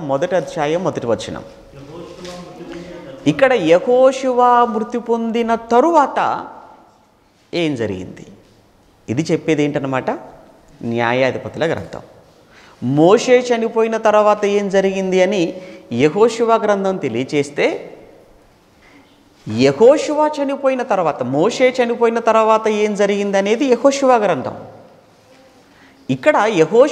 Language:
Telugu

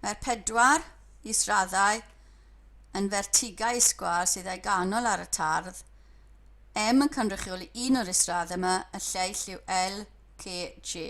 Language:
Welsh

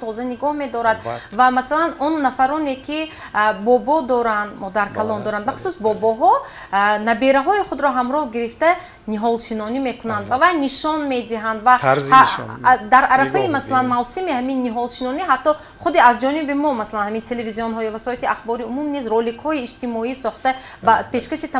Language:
Tajik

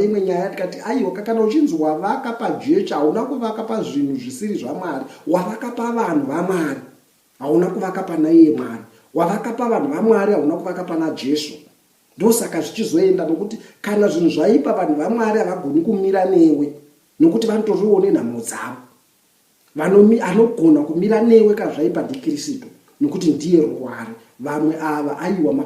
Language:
Shona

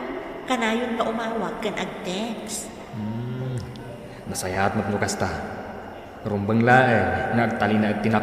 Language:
Iloko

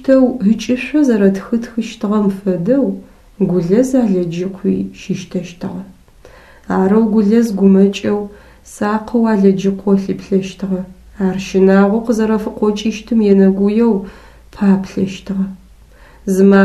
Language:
Adyghe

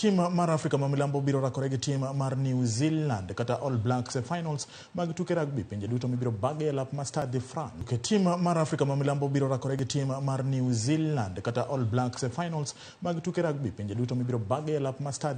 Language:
Luo (Kenya and Tanzania)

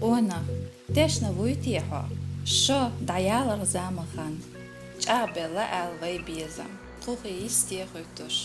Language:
Chechen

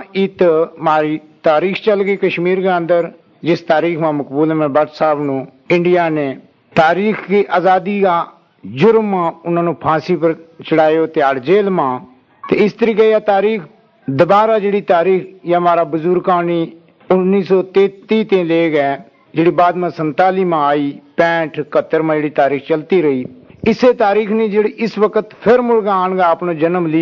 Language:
Gujari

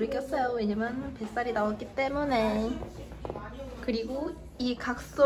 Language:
Korean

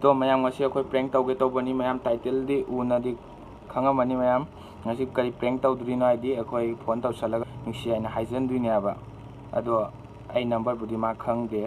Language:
Manipuri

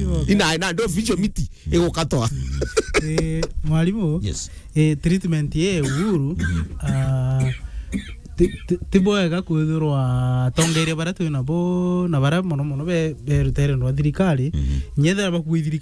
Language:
Meru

